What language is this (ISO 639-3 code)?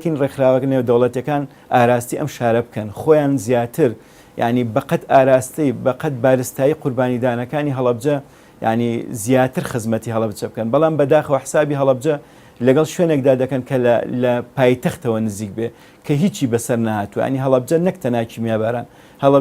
ckb